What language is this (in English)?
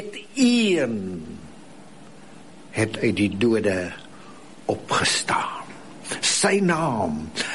Afrikaans